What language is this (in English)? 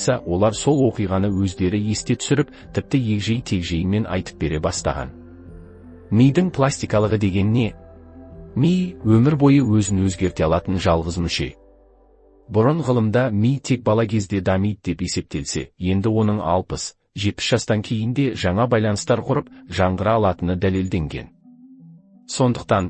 Kazakh